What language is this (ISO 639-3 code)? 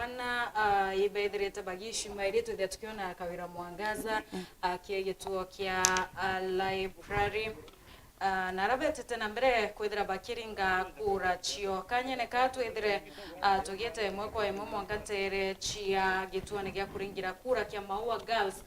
mer